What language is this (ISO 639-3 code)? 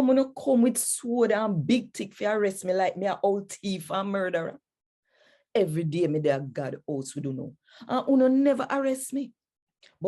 jam